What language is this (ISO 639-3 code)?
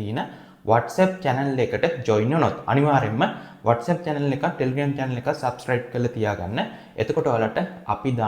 sin